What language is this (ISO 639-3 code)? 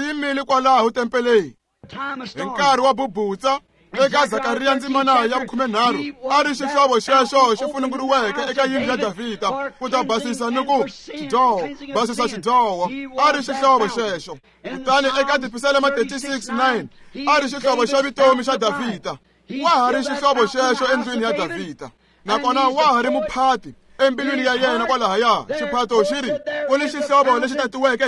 tso